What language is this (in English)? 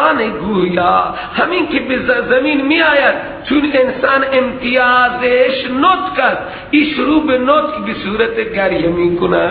Persian